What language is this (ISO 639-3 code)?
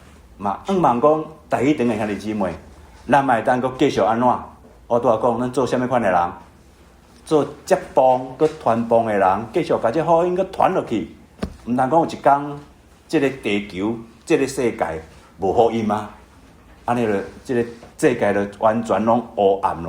nan